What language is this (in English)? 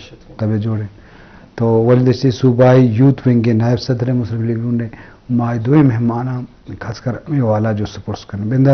Eastern Balochi